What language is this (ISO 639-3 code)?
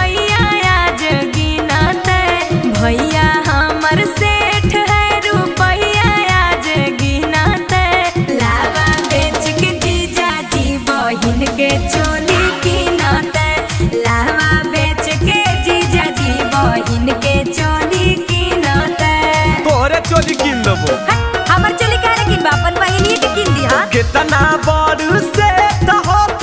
mag